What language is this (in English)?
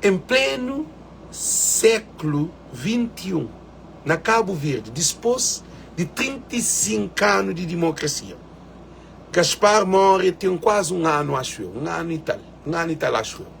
Kabuverdianu